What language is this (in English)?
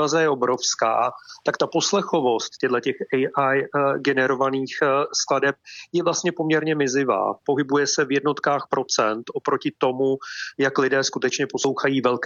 Czech